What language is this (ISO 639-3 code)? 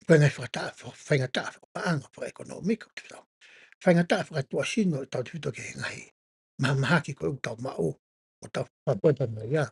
ton